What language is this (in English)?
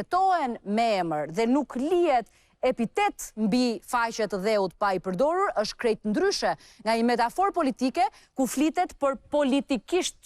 Albanian